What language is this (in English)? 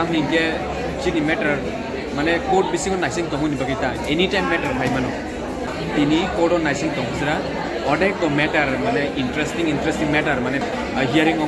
Kok Borok